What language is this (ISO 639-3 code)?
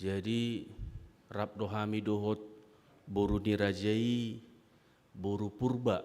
bbc